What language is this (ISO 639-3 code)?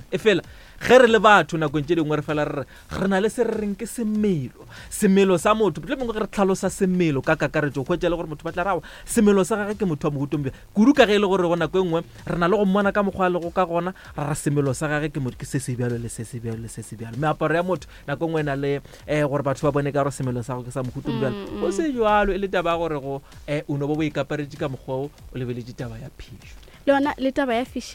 nso